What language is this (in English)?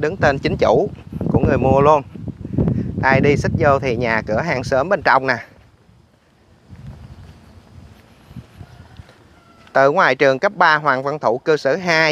Vietnamese